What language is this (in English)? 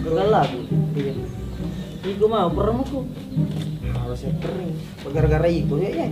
Buginese